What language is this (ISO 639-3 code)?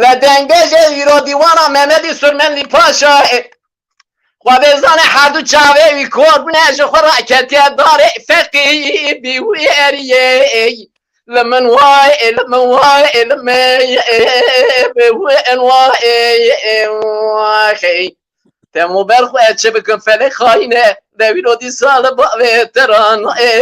kur